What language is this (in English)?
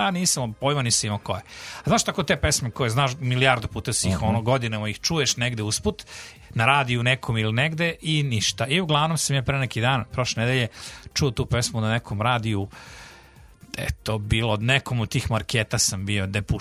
Serbian